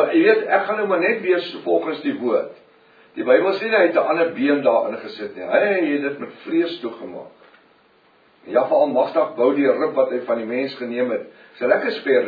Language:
Afrikaans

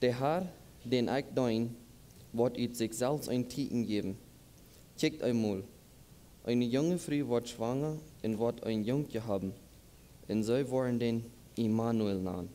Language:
Plautdietsch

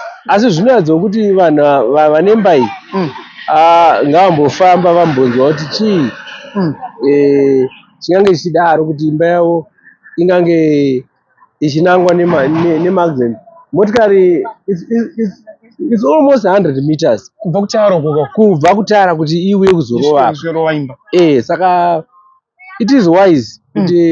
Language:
Shona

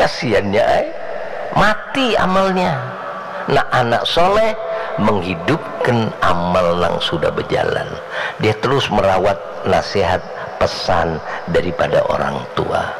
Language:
Banjar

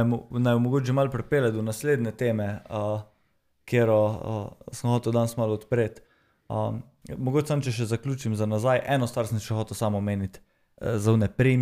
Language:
Slovenian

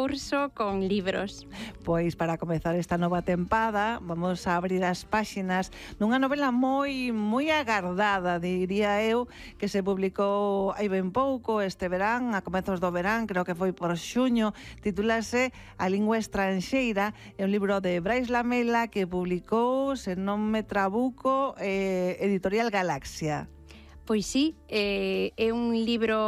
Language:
Galician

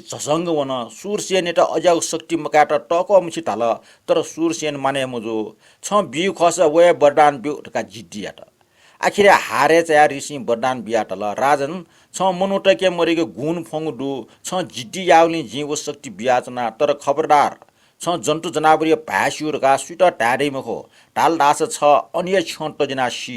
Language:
Newari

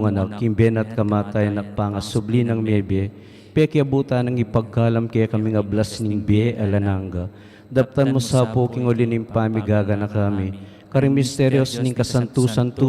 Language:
Pampanga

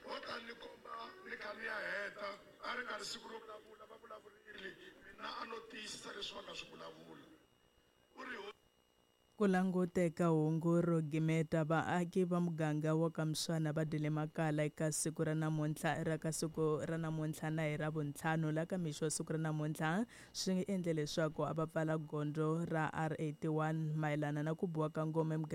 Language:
Tsonga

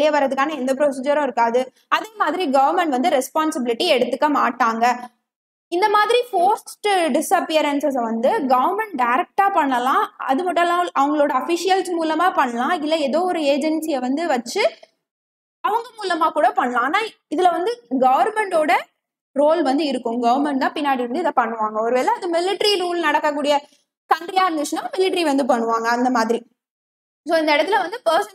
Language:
Tamil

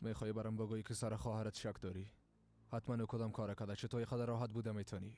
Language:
Persian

